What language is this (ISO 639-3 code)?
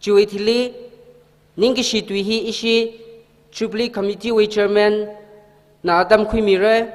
nmf